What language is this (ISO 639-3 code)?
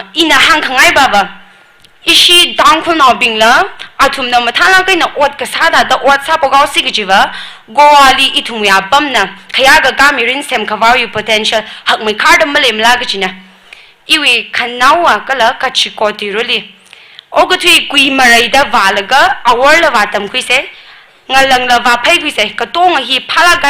nmf